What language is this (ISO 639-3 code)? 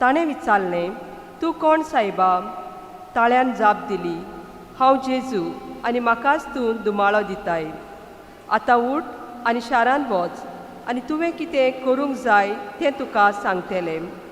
kok